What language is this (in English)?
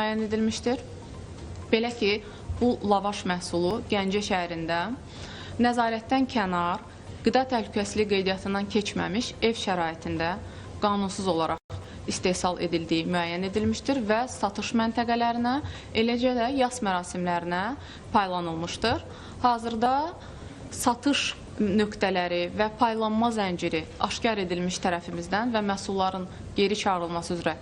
Azerbaijani